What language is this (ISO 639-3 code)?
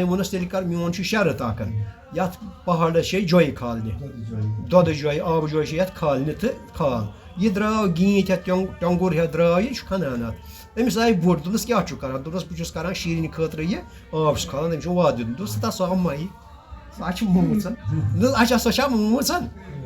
kas